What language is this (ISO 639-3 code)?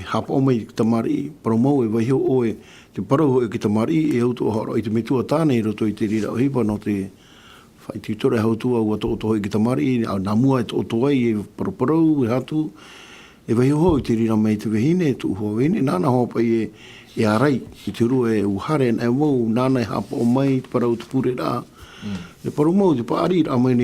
tah